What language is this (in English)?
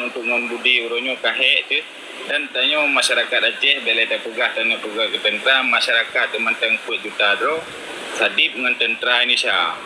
Achinese